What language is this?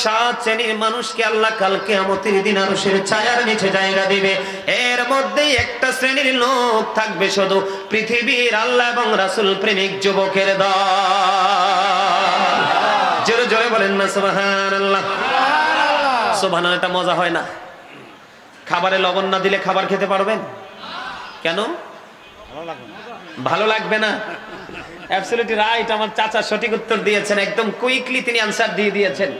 Bangla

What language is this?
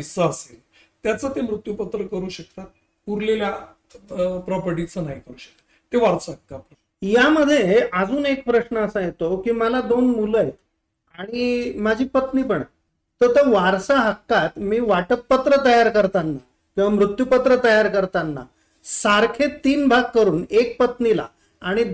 Marathi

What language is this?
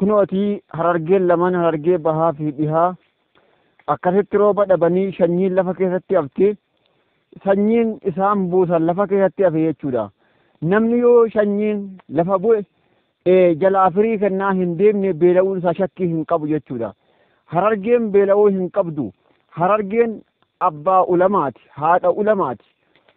Oromo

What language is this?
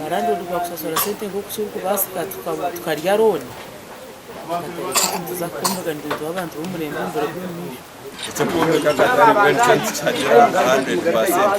Nyankole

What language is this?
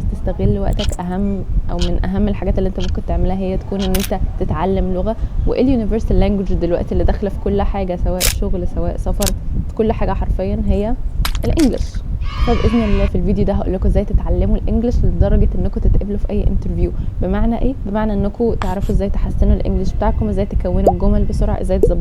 Egyptian Arabic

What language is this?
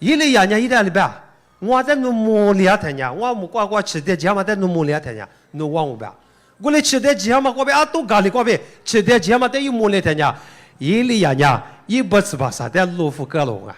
Lisu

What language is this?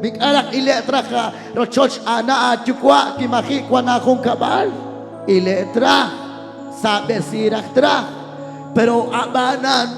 Kekchí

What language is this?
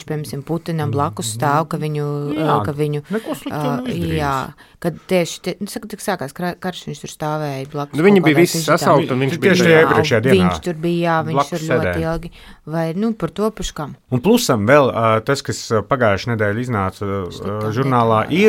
Latvian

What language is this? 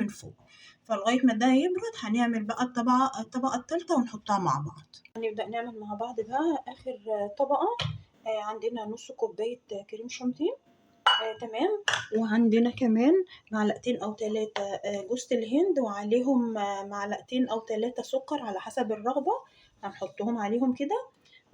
Egyptian Arabic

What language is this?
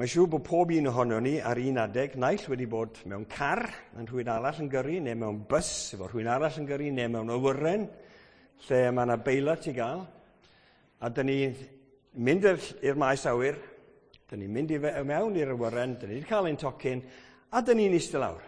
Welsh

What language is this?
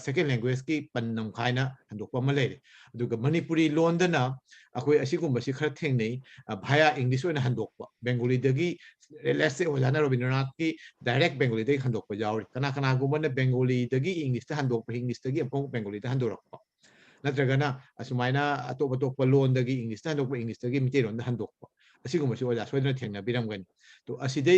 Manipuri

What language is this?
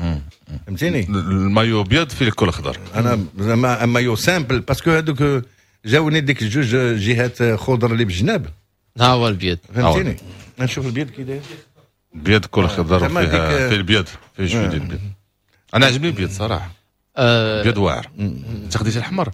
Moroccan Arabic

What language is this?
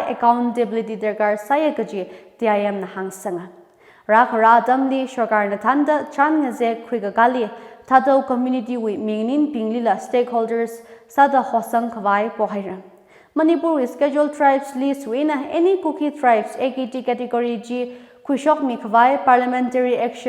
Tangkhul Naga (India)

